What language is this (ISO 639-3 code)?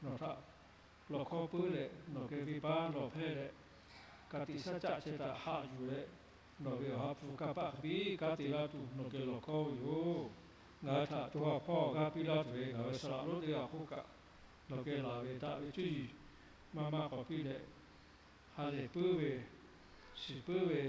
lhu